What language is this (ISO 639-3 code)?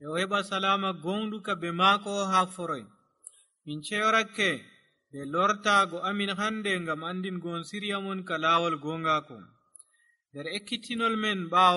fuv